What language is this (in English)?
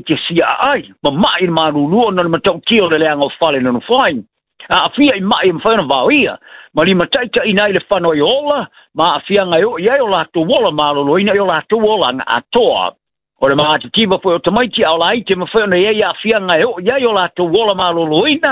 Samoan